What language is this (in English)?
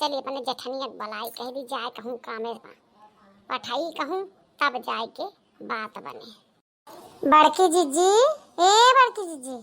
Awadhi